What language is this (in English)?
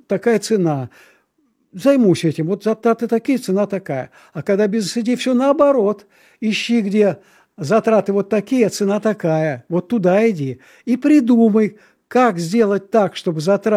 Russian